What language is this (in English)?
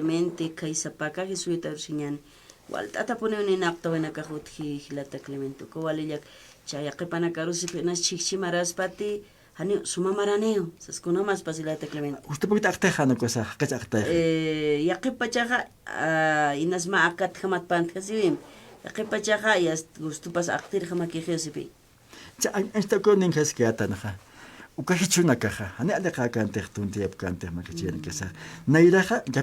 Aymara